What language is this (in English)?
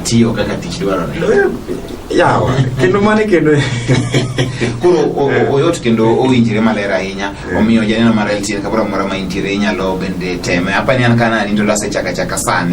Luo (Kenya and Tanzania)